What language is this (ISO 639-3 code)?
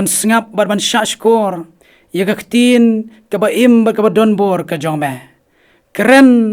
kha